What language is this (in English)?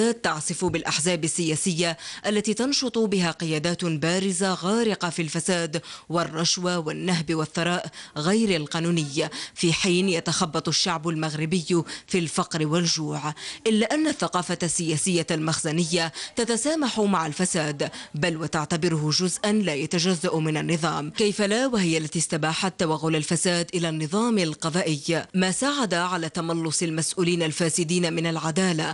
Arabic